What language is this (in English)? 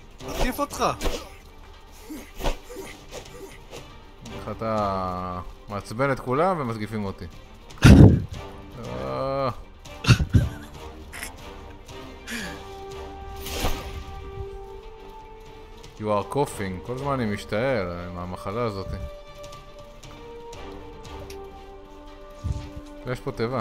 Hebrew